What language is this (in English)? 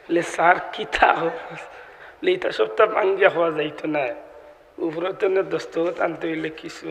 Sylheti